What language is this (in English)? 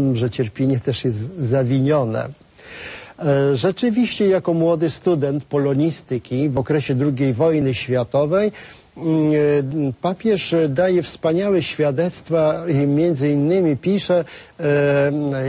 Polish